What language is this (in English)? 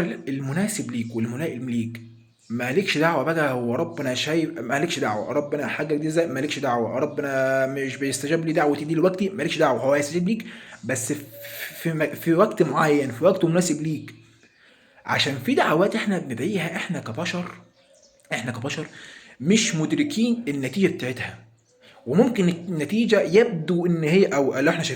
Egyptian Arabic